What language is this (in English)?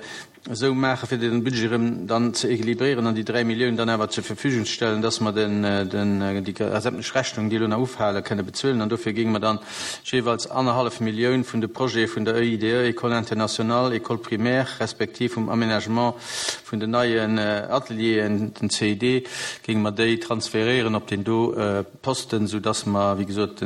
Luxembourgish